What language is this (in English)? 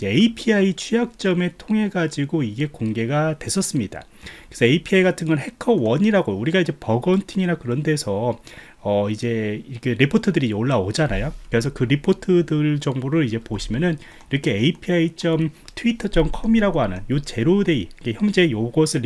Korean